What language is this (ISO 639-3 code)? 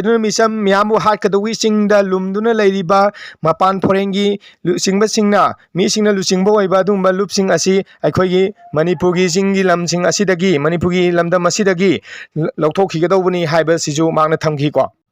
mni